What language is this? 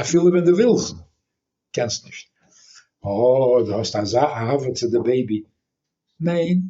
Yiddish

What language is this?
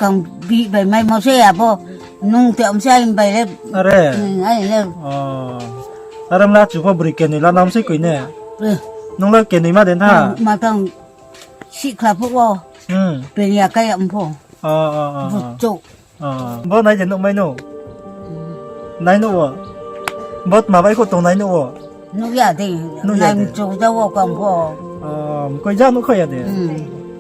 Riang (India)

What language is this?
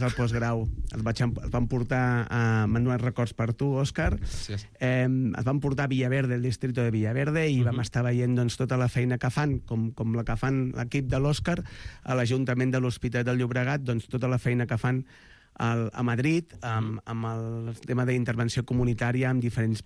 Catalan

